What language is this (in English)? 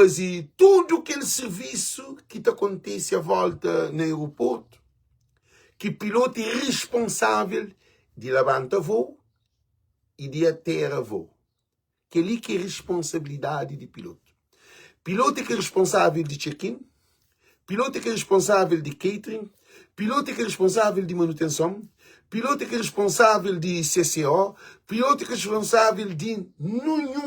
Kabuverdianu